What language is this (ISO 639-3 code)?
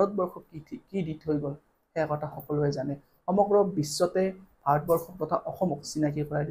asm